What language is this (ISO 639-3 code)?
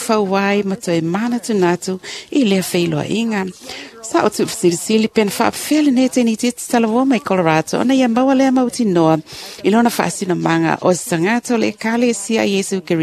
smo